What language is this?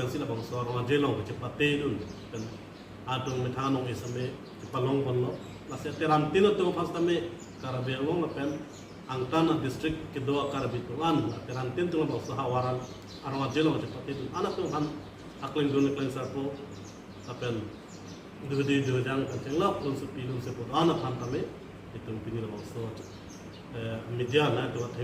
Karbi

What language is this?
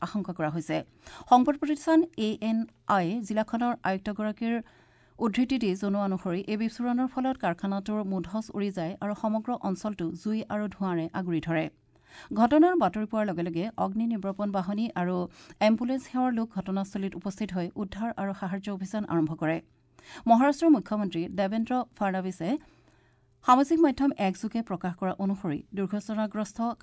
Assamese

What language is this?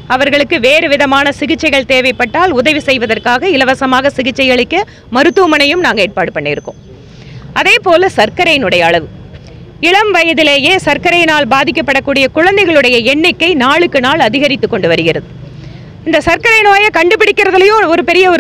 Tamil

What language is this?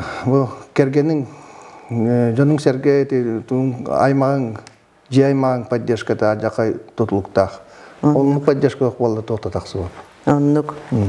Yakut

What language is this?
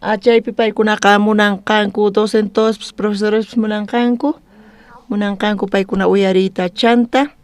South Bolivian Quechua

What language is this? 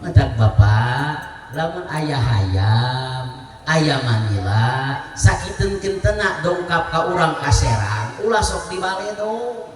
Sundanese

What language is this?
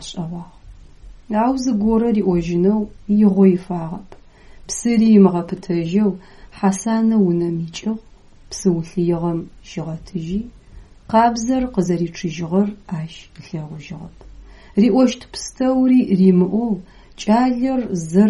Adyghe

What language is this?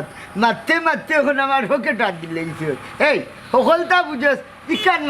Sylheti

